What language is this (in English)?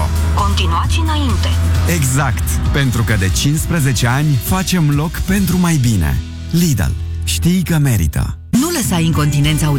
Romanian